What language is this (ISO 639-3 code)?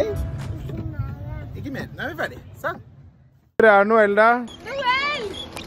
nor